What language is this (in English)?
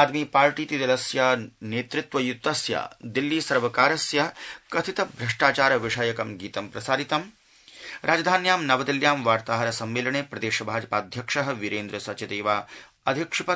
Sanskrit